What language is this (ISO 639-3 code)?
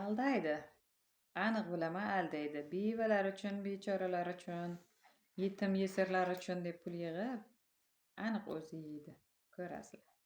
uzb